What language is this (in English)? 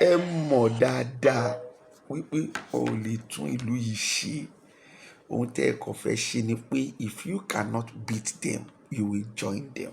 Yoruba